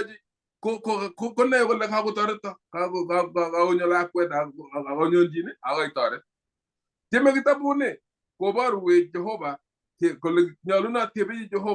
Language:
Kalenjin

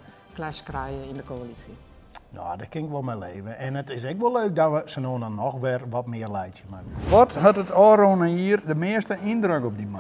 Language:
Western Frisian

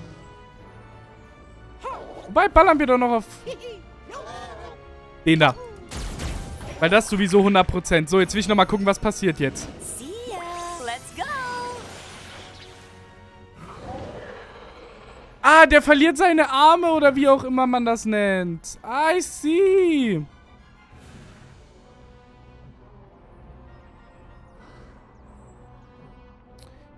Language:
German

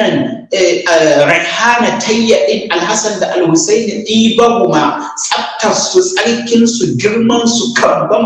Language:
Hausa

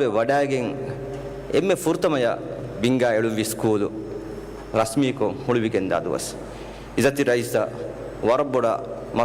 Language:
Divehi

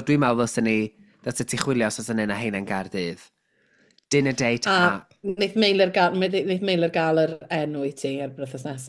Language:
Welsh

